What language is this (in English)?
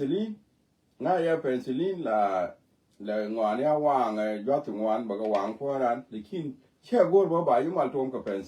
Nuer